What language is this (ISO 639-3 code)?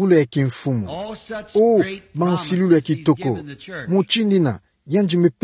ktu